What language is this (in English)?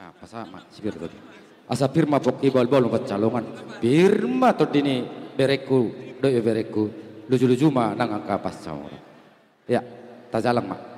Batak Toba